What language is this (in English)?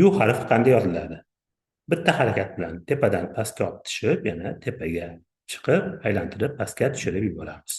Uzbek